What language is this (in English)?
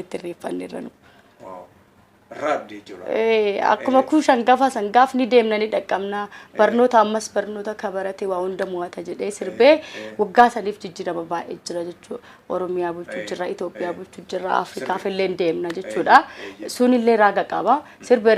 Oromo